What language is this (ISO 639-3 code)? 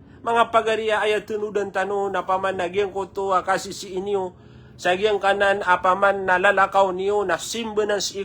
mrw